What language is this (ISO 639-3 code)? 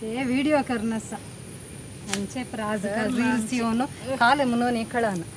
kok